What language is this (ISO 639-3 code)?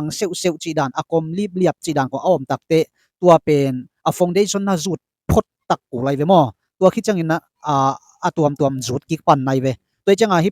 ctd